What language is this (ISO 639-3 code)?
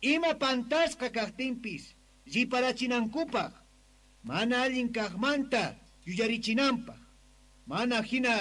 quh